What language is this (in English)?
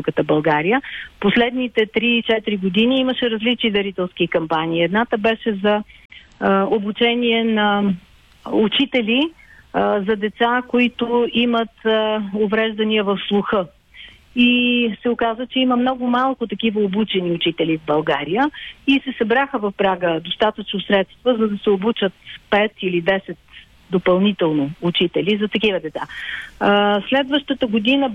Bulgarian